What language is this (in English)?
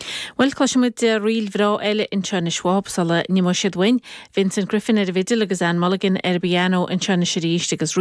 Irish